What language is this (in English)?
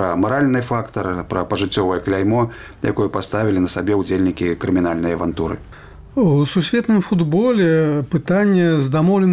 Belarusian